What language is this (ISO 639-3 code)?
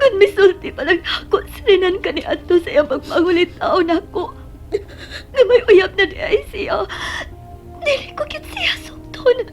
ceb